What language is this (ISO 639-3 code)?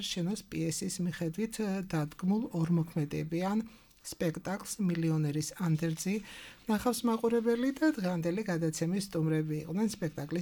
kat